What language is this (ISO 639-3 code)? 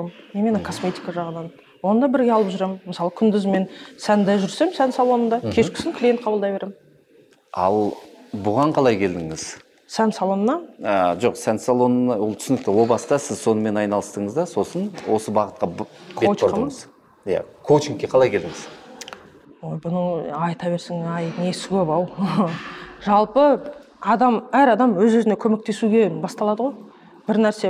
kaz